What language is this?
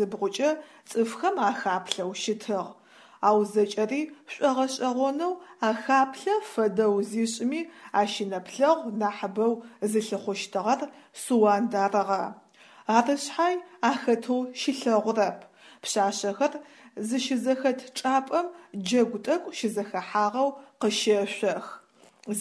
Adyghe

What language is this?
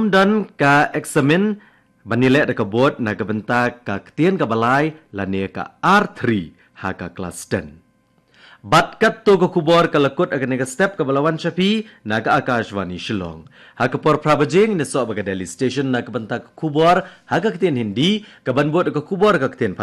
Khasi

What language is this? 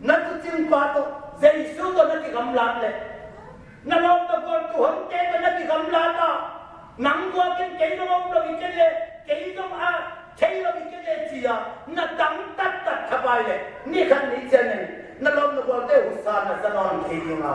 Tedim Chin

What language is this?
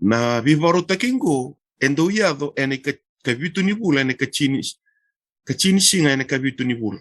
Fijian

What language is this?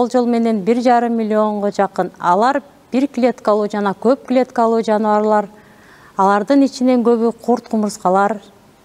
Kyrgyz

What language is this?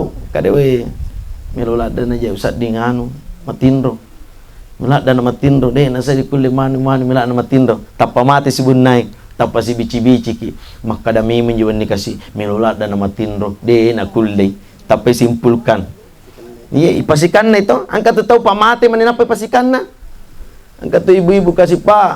Buginese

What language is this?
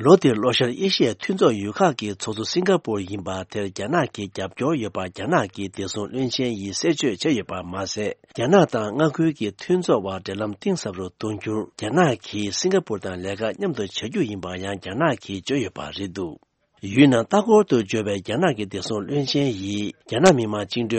Tibetan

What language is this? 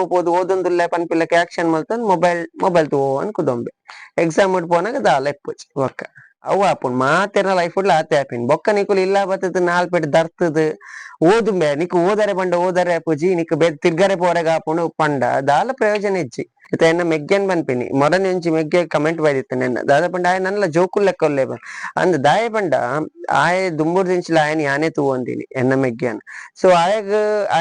Tulu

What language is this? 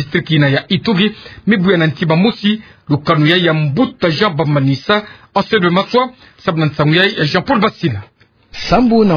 Kituba (Democratic Republic of Congo)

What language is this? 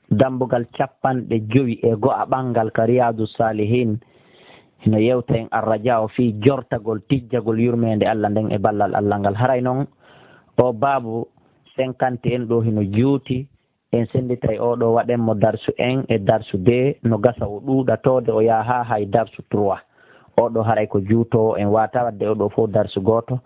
Pular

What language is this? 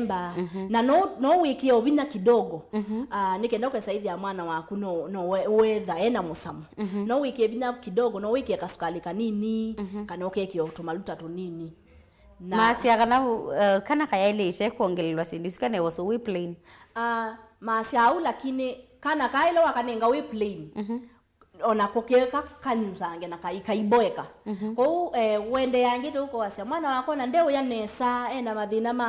Kamba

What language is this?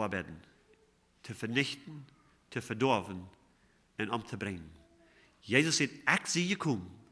Plautdietsch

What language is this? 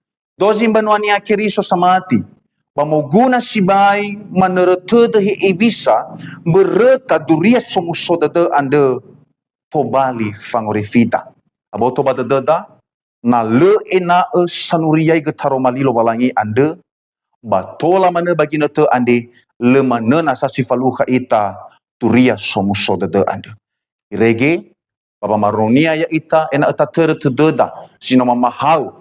Nias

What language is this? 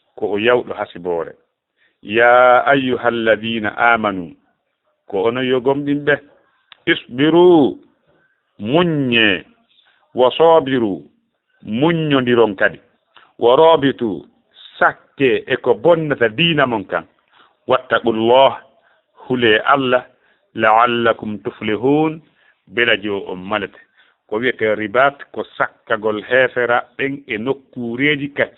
Fula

